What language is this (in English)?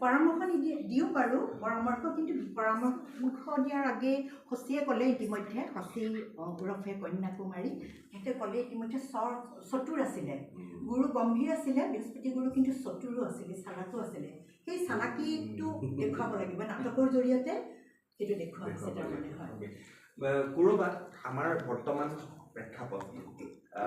Assamese